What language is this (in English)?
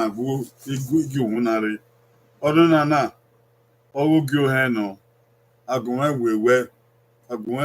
Bini